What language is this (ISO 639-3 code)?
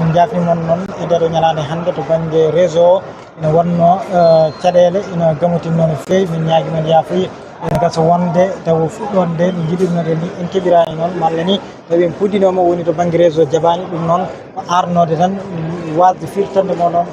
ful